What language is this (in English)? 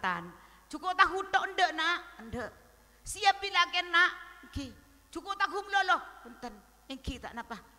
Madurese